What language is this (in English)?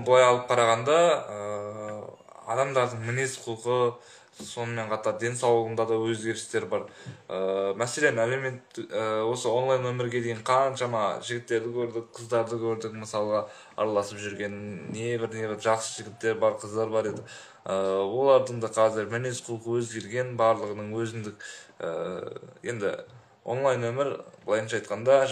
Kazakh